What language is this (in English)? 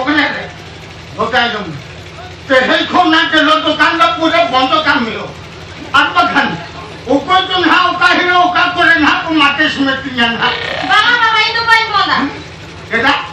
Santali